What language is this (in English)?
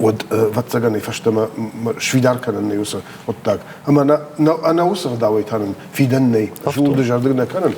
Ossetic